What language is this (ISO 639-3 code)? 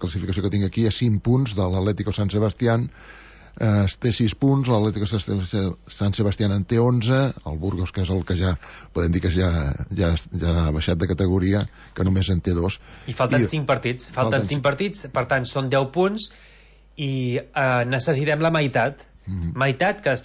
cat